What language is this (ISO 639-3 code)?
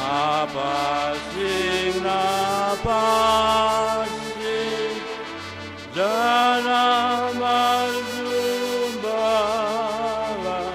bts